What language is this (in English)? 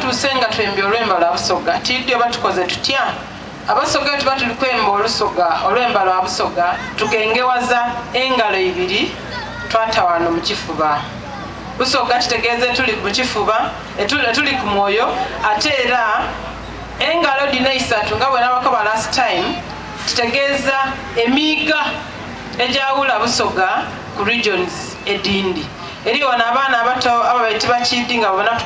Soga